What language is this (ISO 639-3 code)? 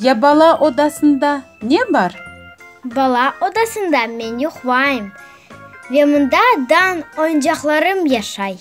crh